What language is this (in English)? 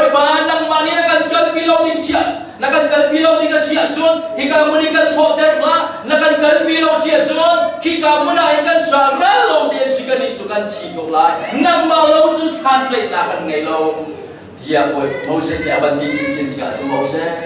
Hakha Chin